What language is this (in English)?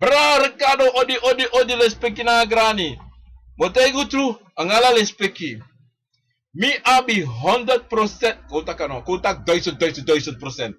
Sranan Tongo